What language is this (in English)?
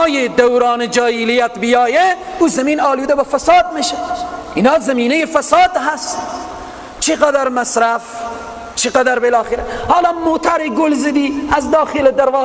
Persian